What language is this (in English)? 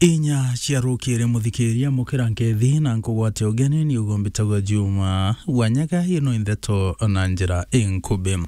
Meru